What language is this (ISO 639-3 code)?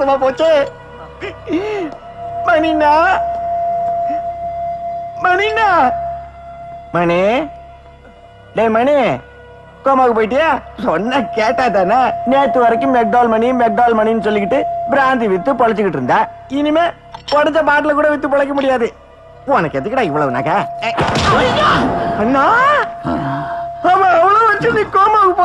tam